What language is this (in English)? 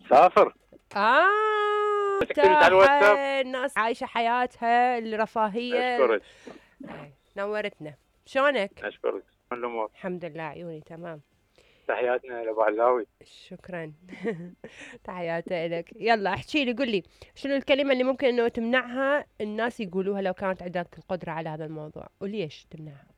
Mesopotamian Arabic